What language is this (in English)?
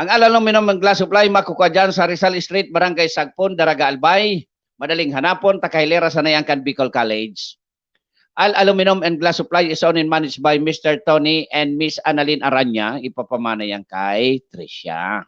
Bikol